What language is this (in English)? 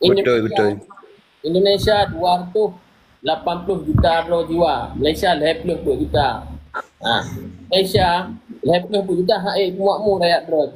Achinese